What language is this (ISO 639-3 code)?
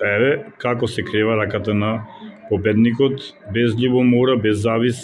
mkd